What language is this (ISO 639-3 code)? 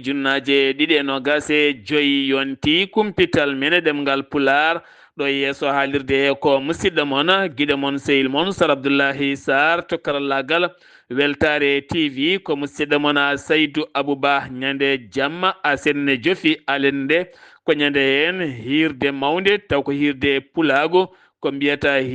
ful